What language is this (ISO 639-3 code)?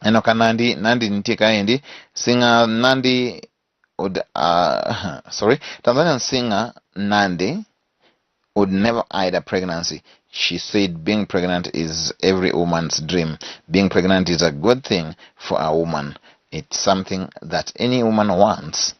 luo